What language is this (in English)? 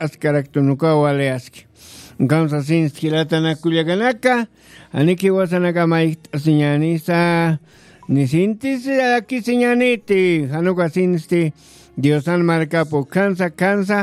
Aymara